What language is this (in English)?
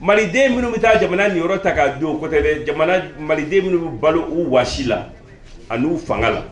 Bambara